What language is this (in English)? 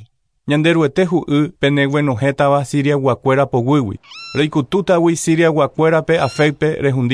Guarani